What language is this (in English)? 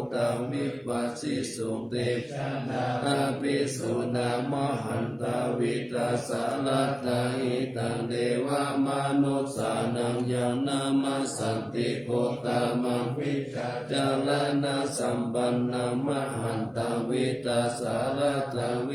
Pali